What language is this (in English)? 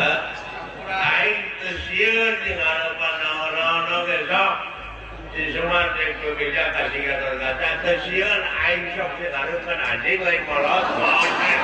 Sundanese